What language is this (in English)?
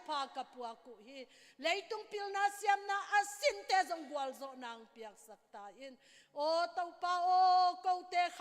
Tedim Chin